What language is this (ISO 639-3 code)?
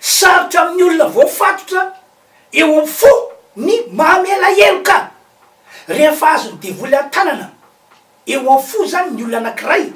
mlg